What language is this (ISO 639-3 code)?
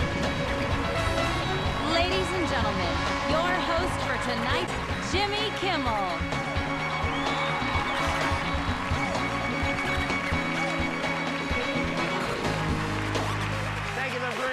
eng